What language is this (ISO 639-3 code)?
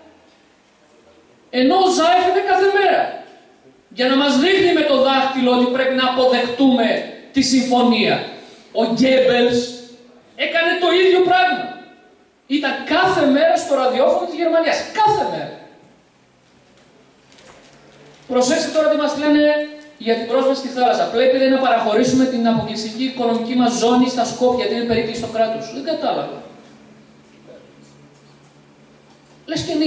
ell